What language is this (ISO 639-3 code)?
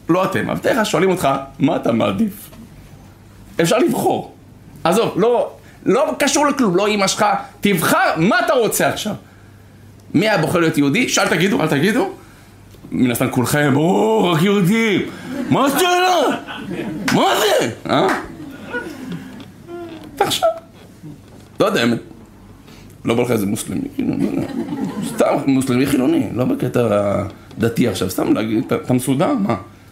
heb